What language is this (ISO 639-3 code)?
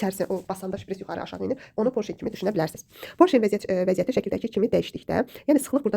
aze